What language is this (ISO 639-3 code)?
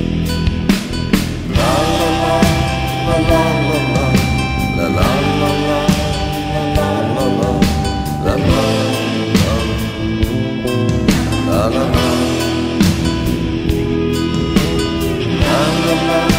afr